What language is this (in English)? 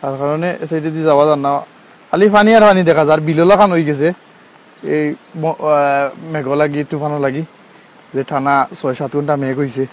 Sylheti